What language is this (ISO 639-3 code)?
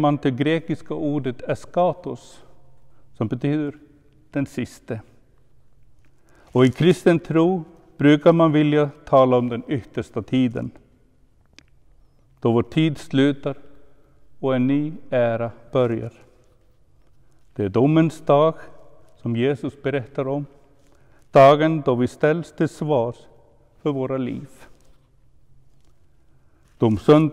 swe